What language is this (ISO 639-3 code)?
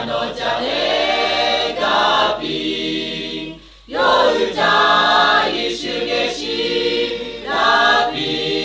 lhu